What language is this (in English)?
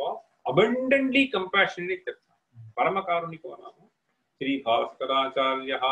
Sanskrit